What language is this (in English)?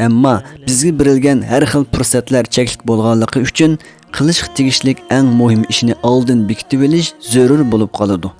Uyghur